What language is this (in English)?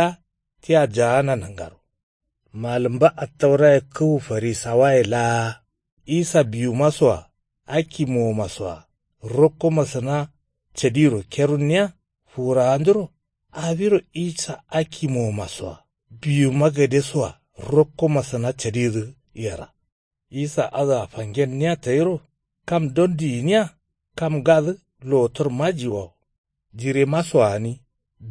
Kanuri